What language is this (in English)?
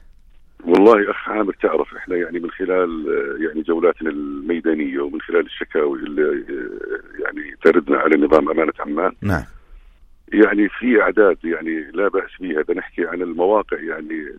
North Levantine Arabic